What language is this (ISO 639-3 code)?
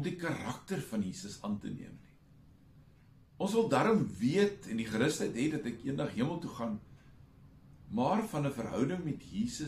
afr